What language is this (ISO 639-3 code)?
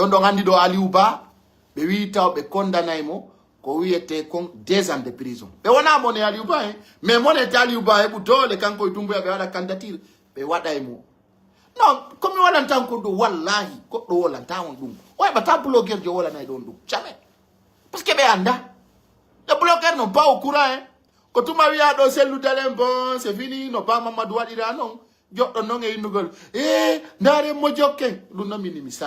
fuf